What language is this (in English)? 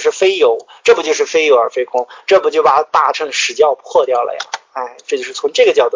Chinese